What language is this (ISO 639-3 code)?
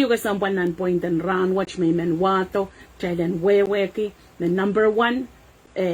pon